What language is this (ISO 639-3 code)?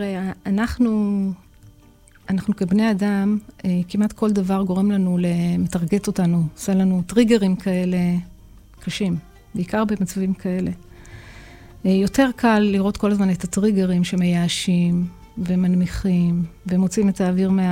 heb